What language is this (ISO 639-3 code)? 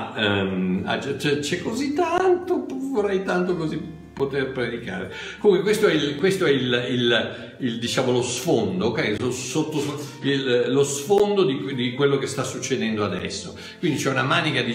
ita